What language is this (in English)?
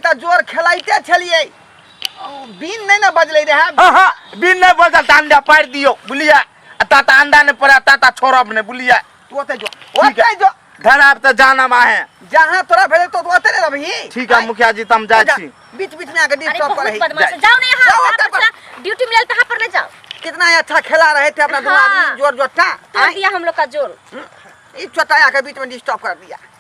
Maithili